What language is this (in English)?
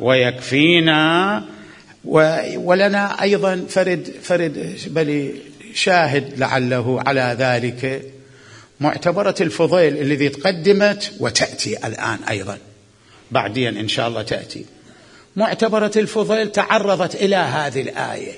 Mesopotamian Arabic